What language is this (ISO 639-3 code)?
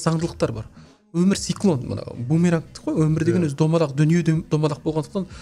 kaz